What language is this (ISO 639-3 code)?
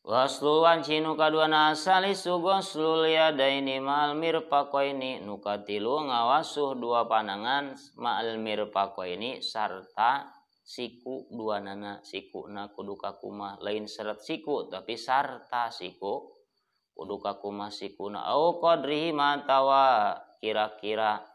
sun